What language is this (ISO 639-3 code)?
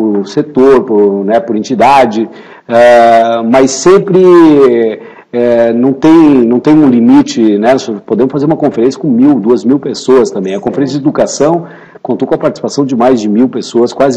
por